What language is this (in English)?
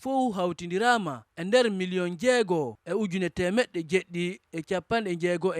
Fula